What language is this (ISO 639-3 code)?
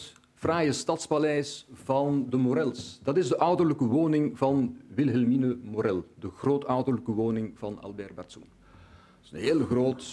nld